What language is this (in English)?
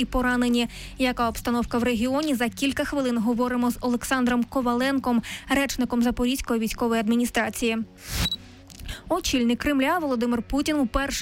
Ukrainian